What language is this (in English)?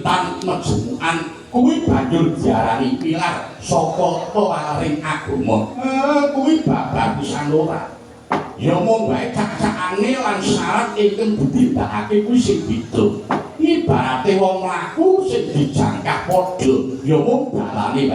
Javanese